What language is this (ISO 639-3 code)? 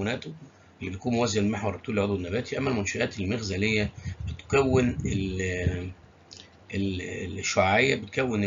arz